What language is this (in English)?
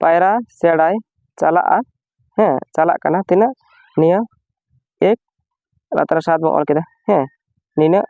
Santali